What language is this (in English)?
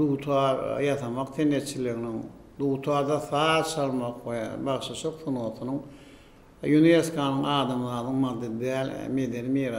Turkmen